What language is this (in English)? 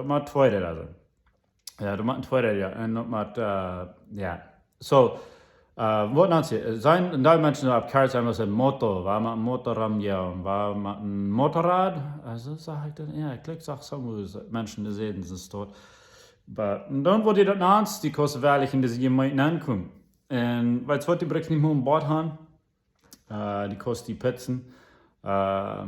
Plautdietsch